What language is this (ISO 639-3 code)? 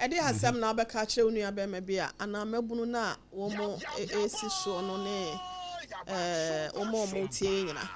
aka